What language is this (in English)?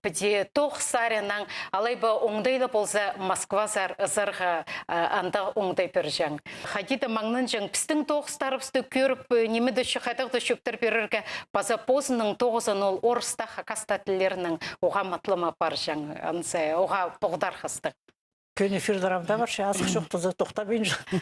Khakas